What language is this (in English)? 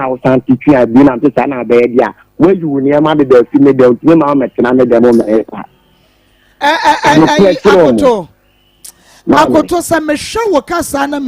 Akan